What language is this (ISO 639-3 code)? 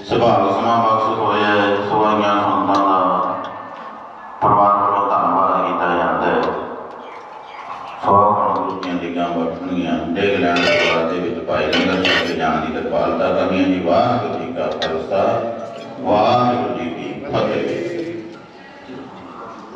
pan